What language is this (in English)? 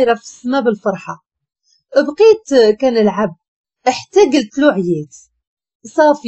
Moroccan Arabic